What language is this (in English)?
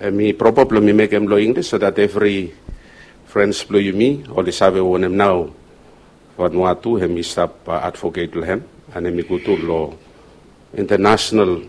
Bislama